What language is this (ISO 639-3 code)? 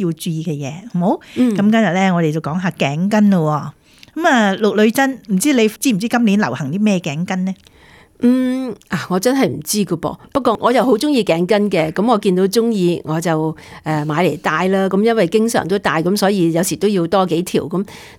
yue